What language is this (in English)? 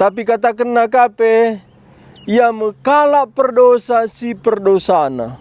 Batak Karo